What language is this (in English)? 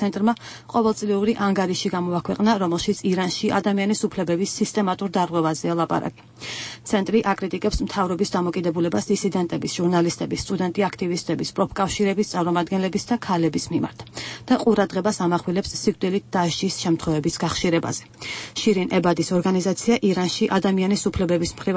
Georgian